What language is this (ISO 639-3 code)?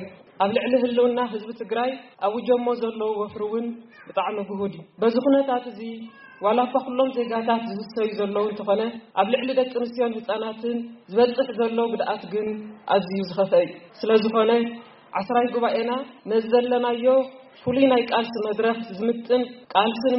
tir